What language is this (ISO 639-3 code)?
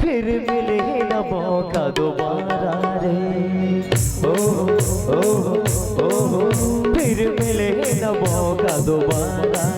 hne